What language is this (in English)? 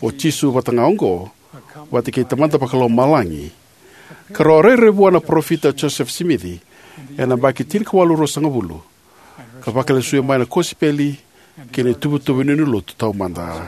Fijian